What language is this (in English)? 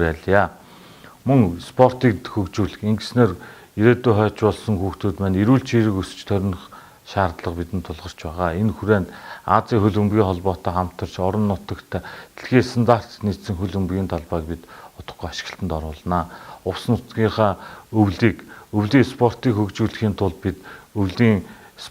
Mongolian